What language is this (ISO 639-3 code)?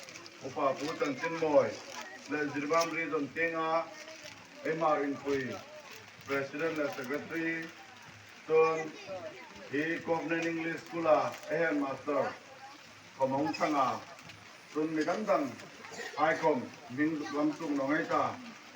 hmr